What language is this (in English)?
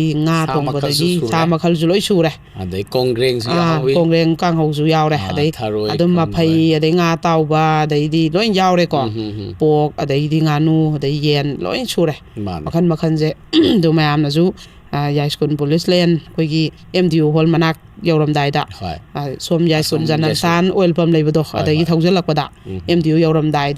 Manipuri